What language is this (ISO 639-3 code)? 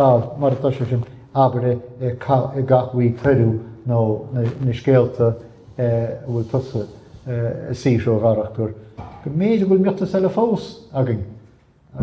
gle